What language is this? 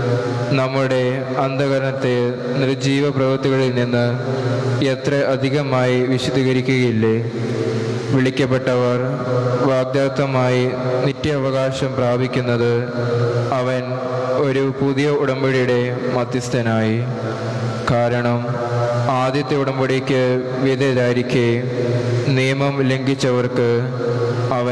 Malayalam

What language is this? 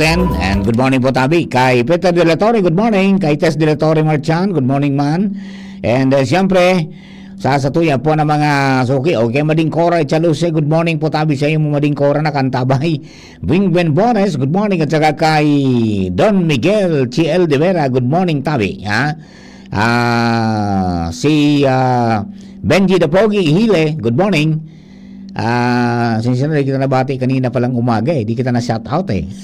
Bikol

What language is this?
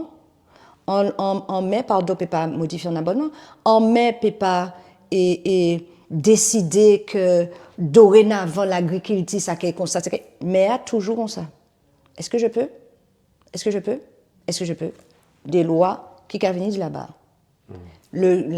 Guadeloupean Creole French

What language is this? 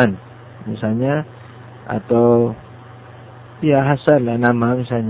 Indonesian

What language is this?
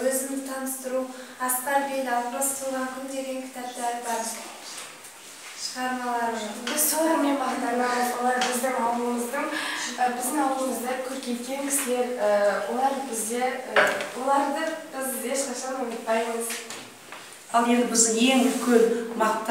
Kazakh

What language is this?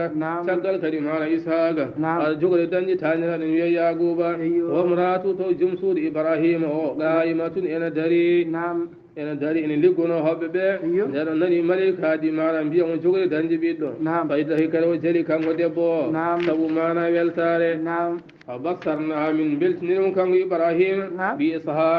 Fula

